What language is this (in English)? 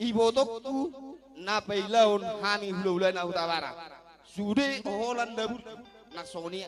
Batak Toba